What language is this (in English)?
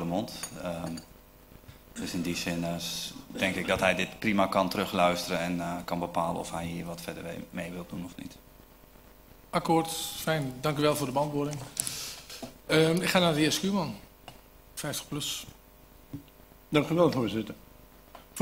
Dutch